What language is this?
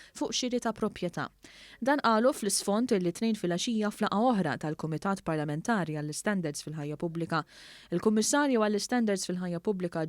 Maltese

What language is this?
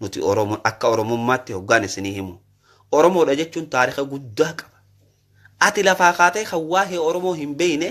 Oromo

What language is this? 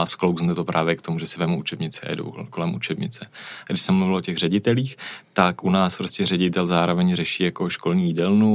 Czech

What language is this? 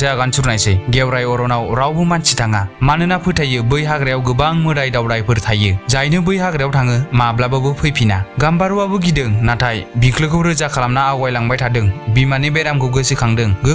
Bodo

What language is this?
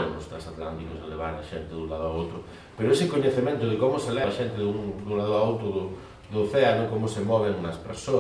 Galician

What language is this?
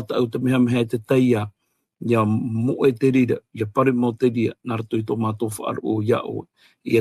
Tahitian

